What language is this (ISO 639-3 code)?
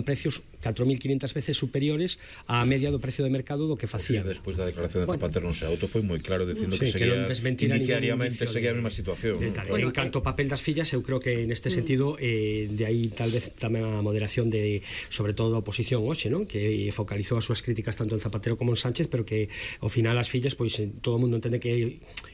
glg